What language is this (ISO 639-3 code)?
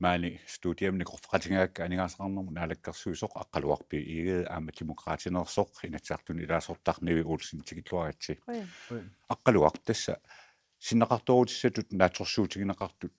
kal